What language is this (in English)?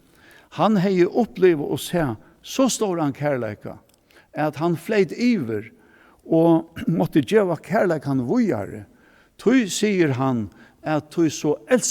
Faroese